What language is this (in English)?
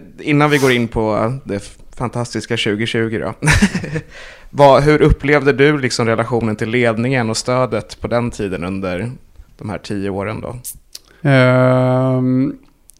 Swedish